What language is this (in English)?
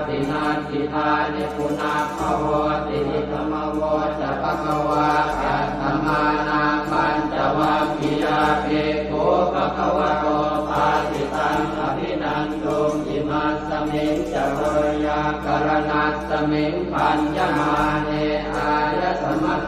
Pali